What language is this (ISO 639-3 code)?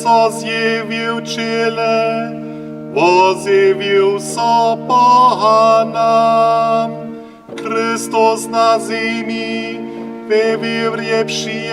hsb